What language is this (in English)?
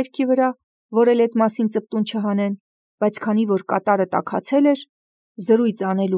Armenian